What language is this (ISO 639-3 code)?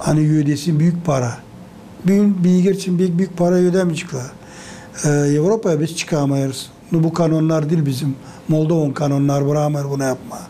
gag